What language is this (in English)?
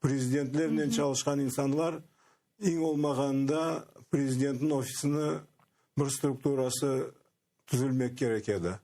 Crimean Tatar